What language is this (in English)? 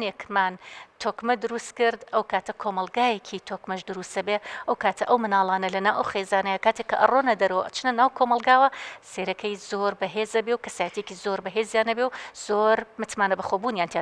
Central Kurdish